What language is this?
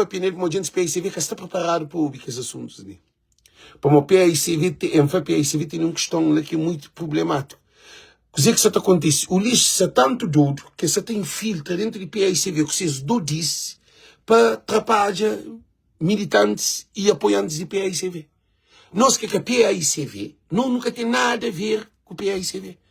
Kabuverdianu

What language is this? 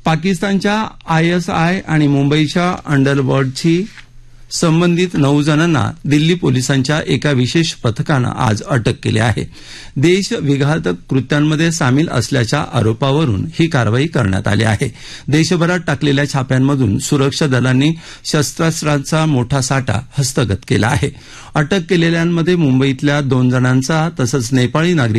Marathi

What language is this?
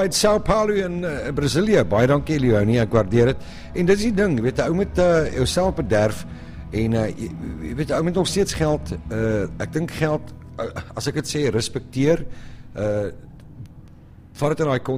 Afrikaans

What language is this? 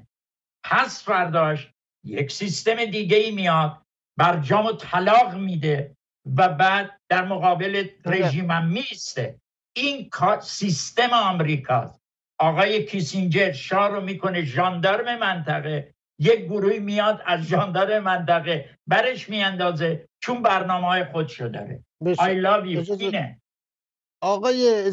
Persian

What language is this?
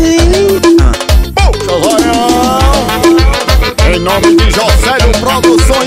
Portuguese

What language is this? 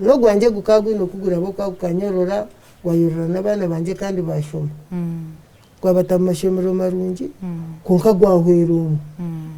Nyankole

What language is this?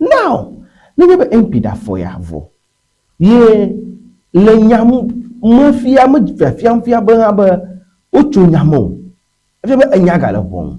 Ewe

